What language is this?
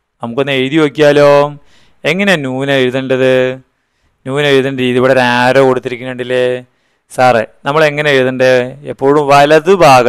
Malayalam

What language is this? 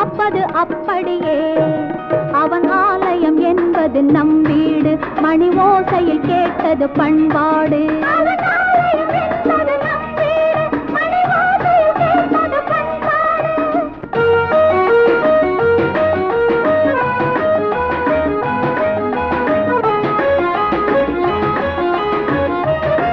Tamil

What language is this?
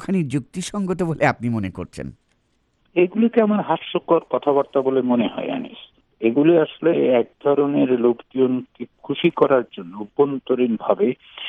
Bangla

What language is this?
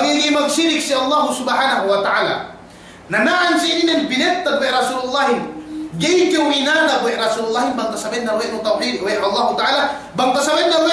Yakan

